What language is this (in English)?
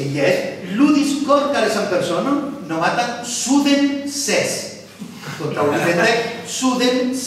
Esperanto